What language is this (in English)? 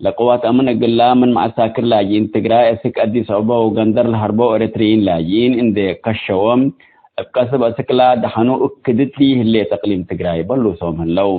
Tigre